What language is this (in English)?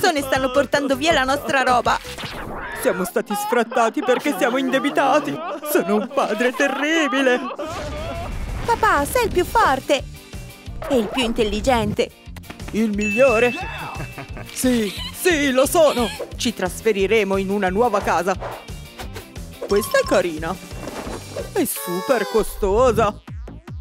Italian